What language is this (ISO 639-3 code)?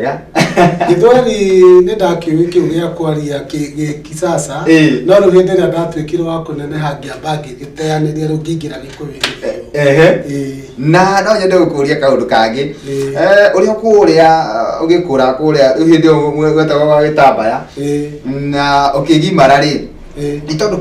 kik